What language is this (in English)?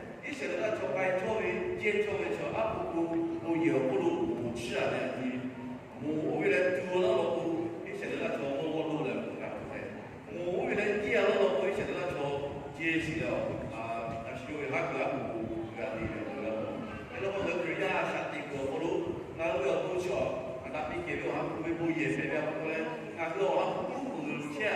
Lahu